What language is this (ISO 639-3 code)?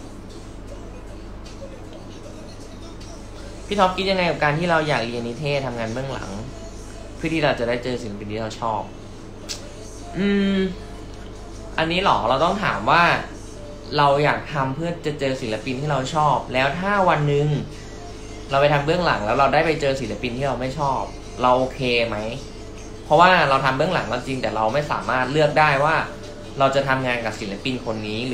tha